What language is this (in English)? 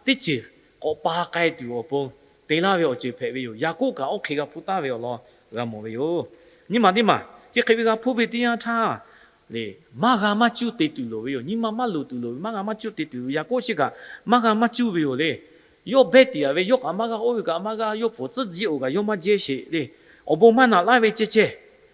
Lahu